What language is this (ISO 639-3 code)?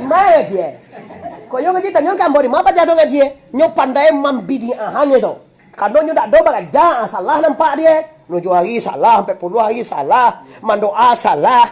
min